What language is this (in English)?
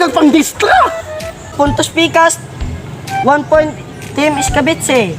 Cebuano